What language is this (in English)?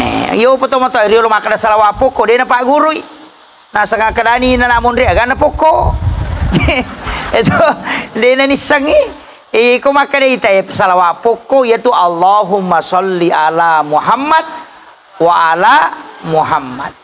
Buginese